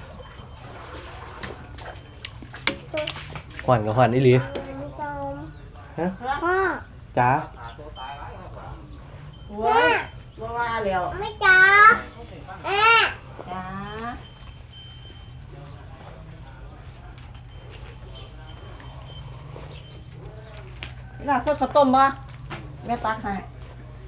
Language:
Northeastern Thai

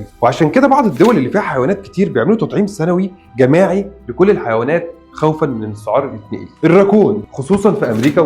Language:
Egyptian Arabic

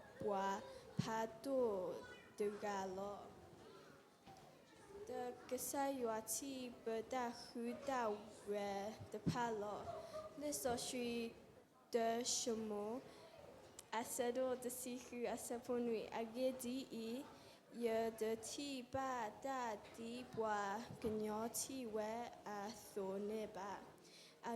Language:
S'gaw Karen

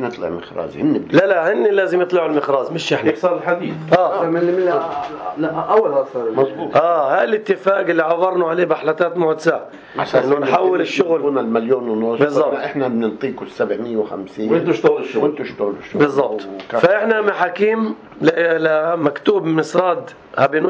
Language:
North Levantine Arabic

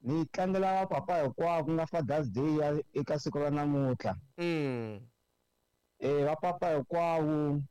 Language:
Tsonga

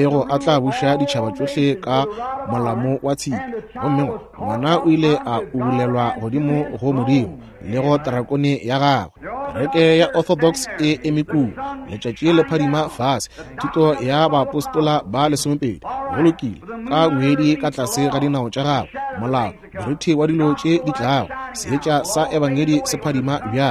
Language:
Northern Sotho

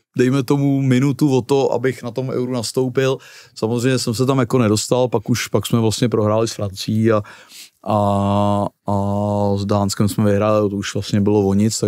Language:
Czech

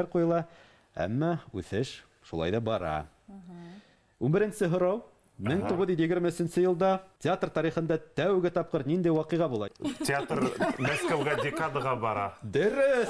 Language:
Bashkir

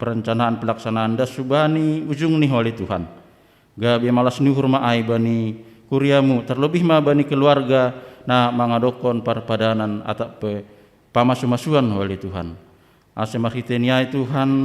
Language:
Batak Simalungun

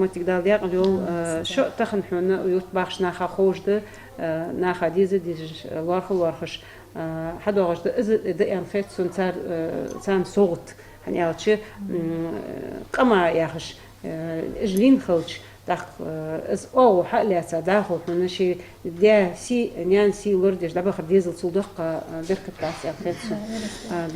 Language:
Ingush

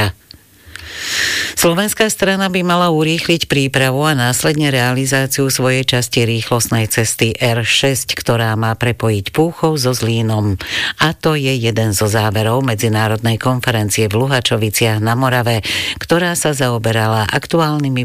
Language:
Slovak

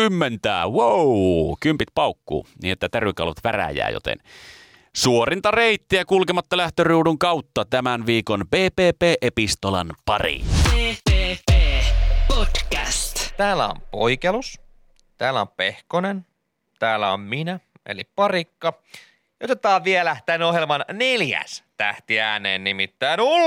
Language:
Finnish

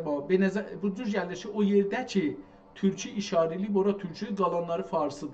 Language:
South Azerbaijani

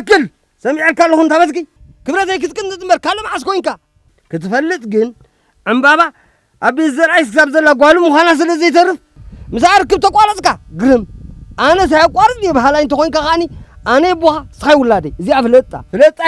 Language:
Tigrinya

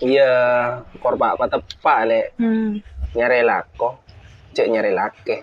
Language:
Madurese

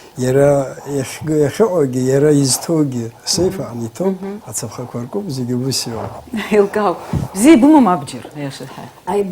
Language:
Abkhazian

